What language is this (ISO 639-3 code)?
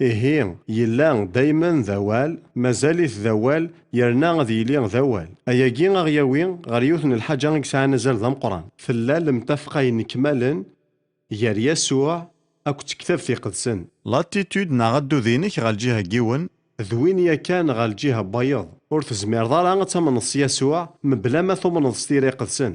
kab